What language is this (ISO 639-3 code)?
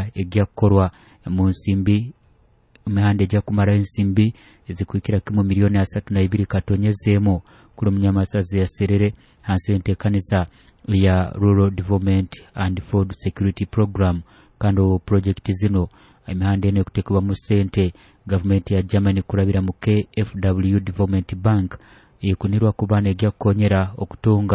nyo